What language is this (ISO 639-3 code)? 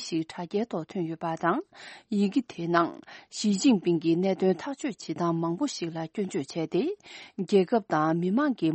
bod